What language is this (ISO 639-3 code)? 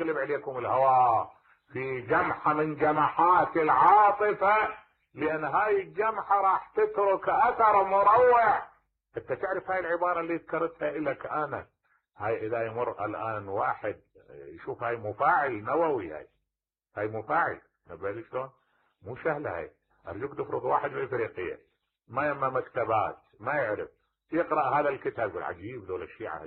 acm